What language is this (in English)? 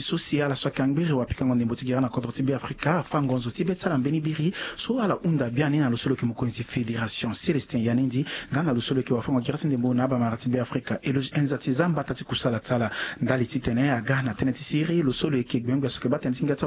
Sango